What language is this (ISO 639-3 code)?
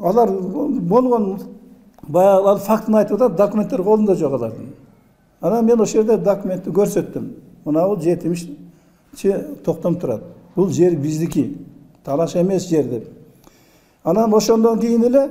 kir